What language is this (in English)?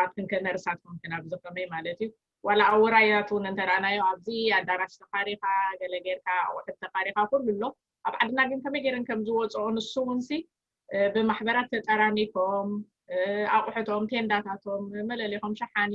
Tigrinya